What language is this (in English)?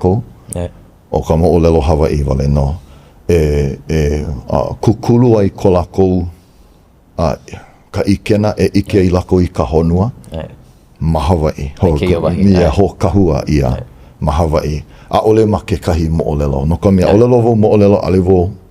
Hawaiian